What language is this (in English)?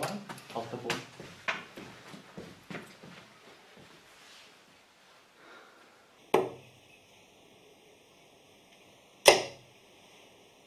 Norwegian